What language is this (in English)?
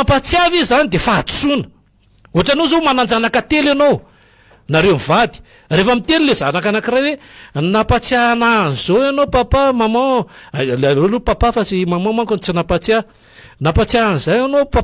Malagasy